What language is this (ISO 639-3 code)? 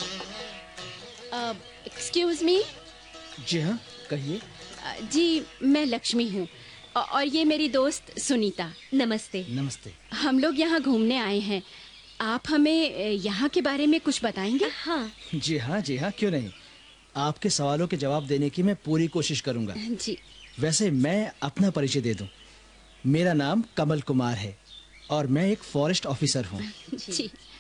hin